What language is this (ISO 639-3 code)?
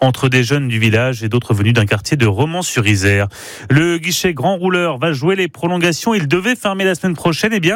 fra